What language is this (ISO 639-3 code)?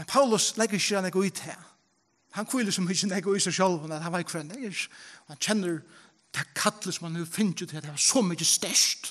fao